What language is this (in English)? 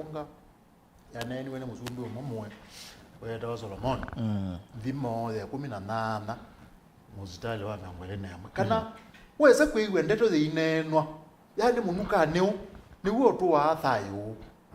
Kamba